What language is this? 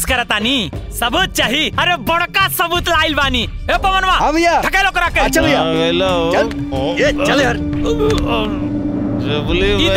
Bhojpuri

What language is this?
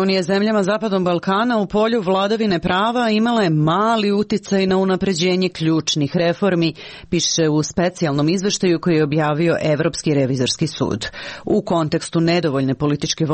Serbian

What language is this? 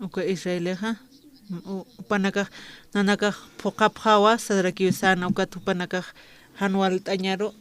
Aymara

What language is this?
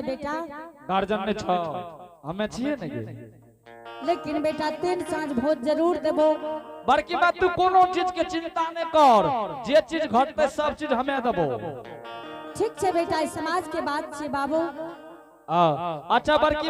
Angika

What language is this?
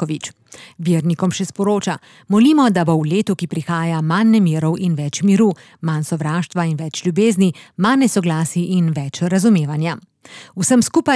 Slovenian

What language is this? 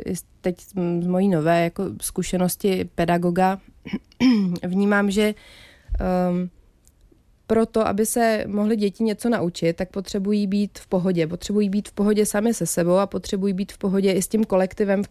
Czech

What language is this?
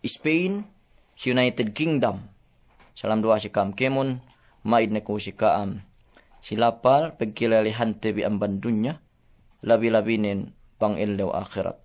Yakan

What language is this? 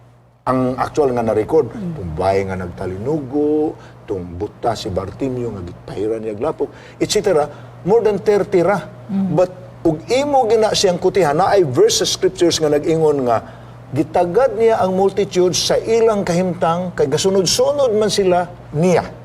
Cebuano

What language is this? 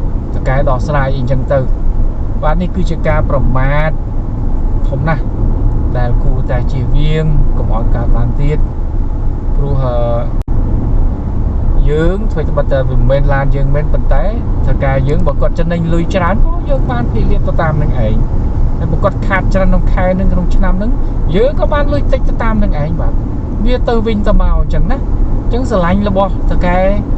Khmer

